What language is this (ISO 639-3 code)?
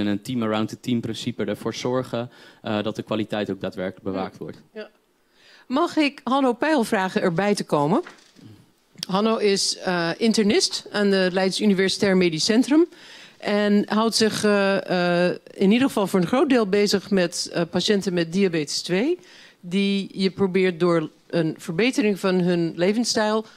nld